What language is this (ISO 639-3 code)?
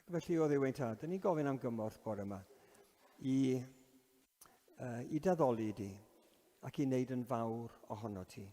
cym